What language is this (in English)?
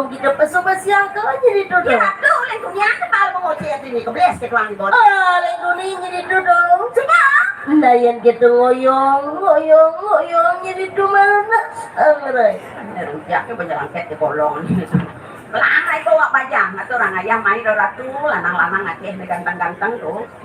Balinese